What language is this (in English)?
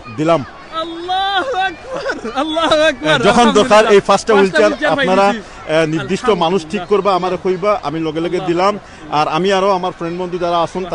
Sylheti